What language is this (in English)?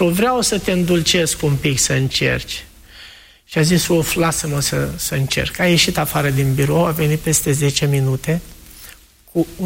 Romanian